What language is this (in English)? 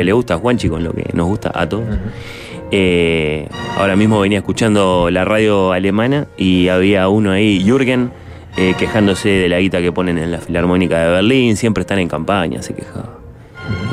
Spanish